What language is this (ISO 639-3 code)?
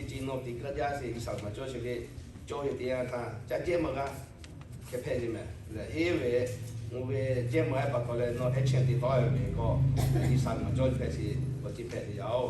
lhu